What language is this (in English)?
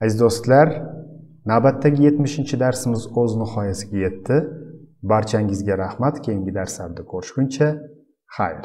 Uzbek